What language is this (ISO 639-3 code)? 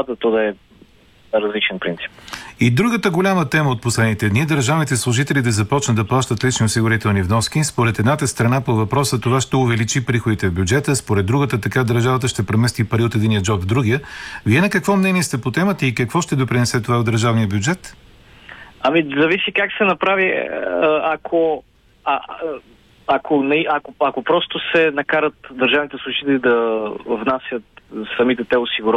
bul